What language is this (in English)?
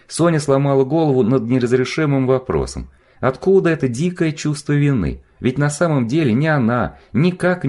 Russian